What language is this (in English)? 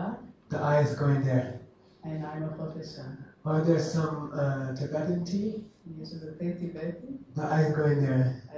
Hebrew